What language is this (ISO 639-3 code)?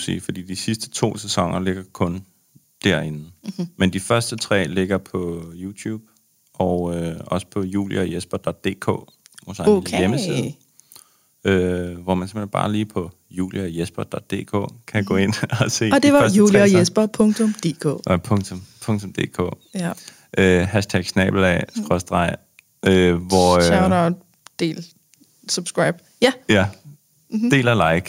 dan